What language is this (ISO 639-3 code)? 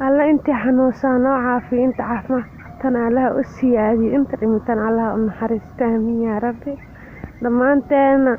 som